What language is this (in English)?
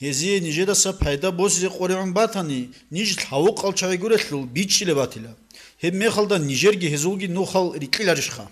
Avaric